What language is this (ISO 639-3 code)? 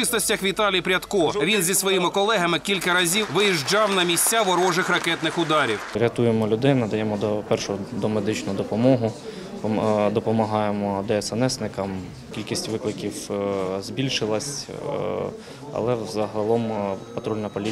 ukr